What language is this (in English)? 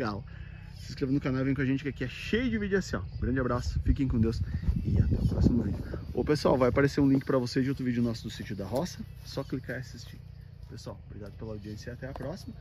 Portuguese